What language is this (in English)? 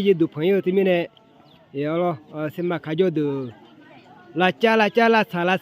Akha